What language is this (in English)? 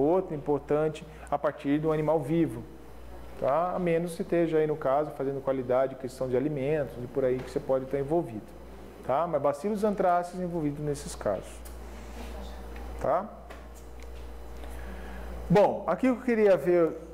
Portuguese